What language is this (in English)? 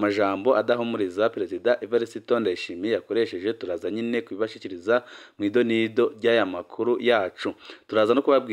Rundi